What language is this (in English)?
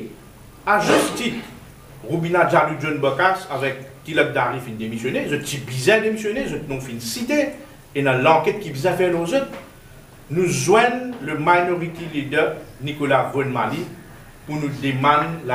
Morisyen